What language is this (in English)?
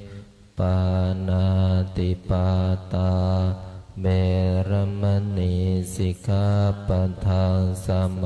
Pali